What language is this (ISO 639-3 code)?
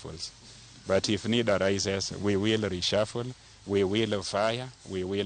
luo